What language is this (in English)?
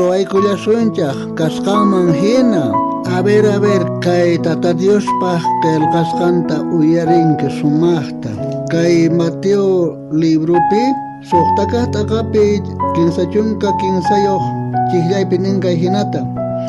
South Bolivian Quechua